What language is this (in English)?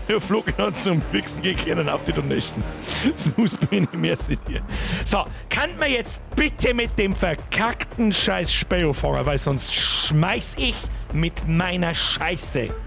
Bavarian